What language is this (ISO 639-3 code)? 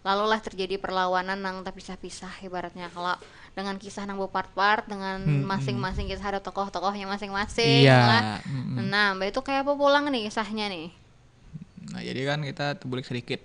bjn